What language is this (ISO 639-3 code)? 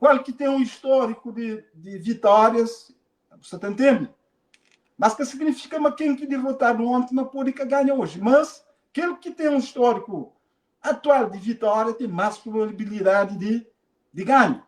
kea